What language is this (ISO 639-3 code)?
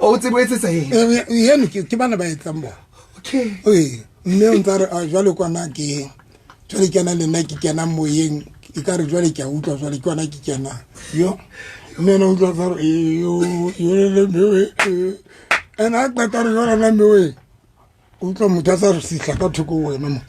sot